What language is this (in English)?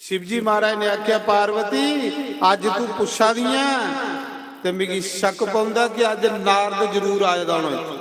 Dogri